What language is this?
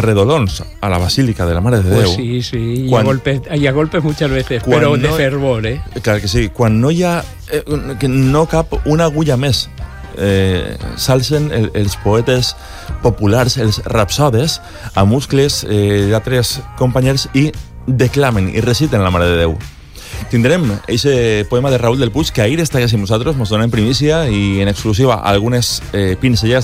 Catalan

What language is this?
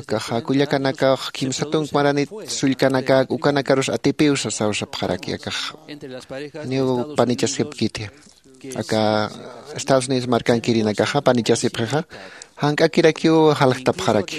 Aymara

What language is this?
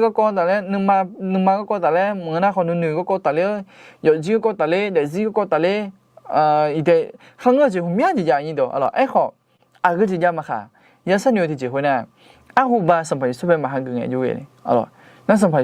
Akha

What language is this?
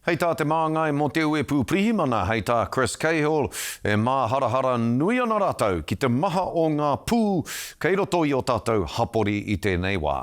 Māori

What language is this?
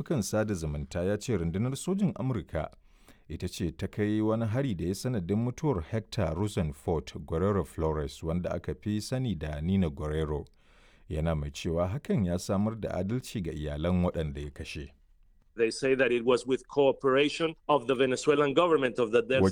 Hausa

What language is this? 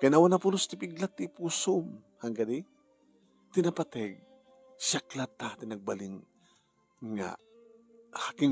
Iloko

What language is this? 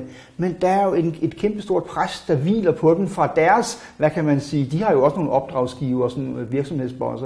Danish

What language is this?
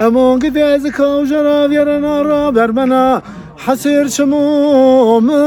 Zaza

